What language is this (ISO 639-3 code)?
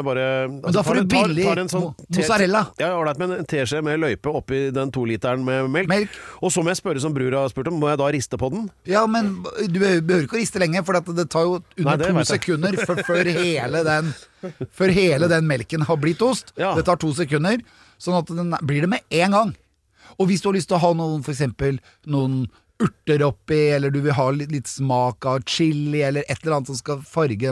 nor